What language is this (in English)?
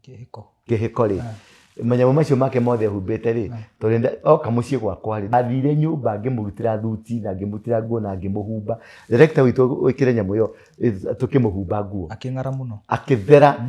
Kikuyu